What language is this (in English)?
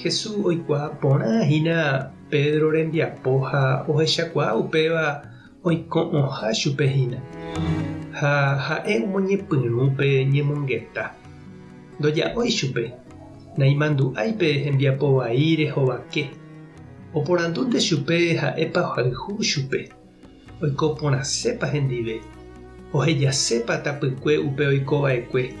Guarani